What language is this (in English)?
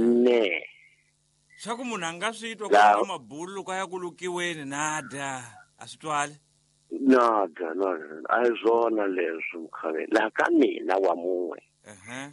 Tsonga